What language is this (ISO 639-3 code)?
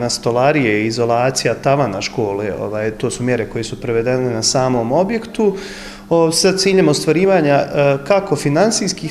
bos